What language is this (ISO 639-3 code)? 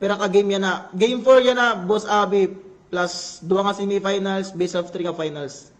war